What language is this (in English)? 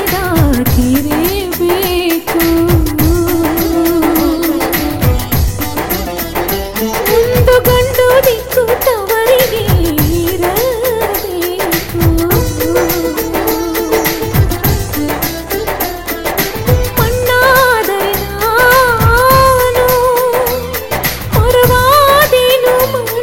Kannada